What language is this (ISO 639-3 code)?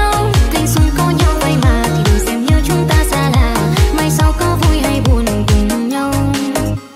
vie